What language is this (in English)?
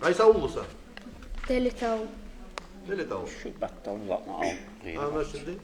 Kumyk